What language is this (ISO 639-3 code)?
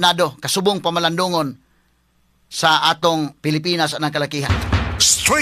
ceb